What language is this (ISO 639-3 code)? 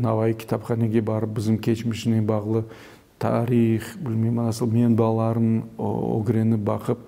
crh